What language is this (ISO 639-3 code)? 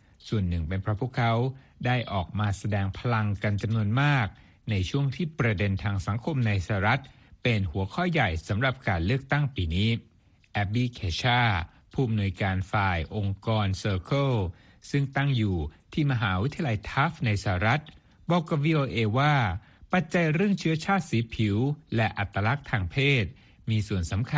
tha